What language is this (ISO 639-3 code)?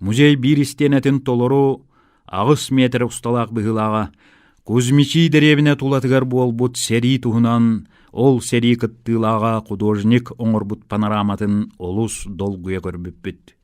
sah